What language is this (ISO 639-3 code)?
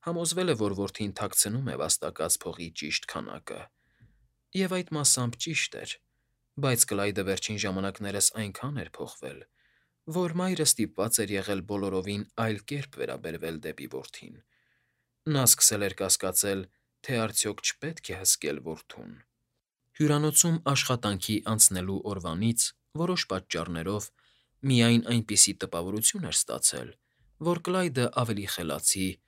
hye